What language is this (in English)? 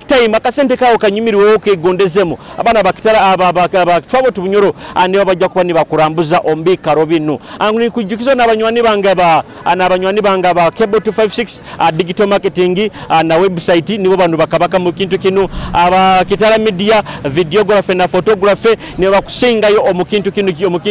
Nyoro